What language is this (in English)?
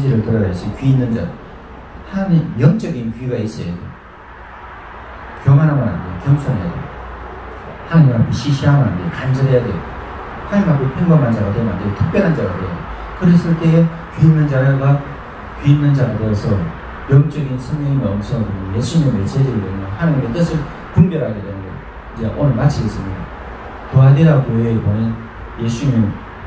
Korean